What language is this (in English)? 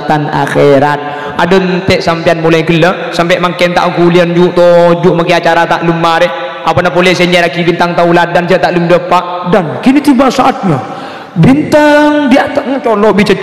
Madurese